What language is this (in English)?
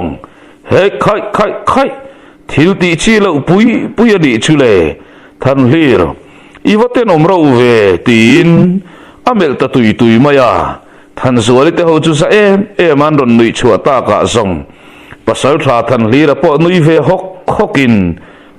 Mizo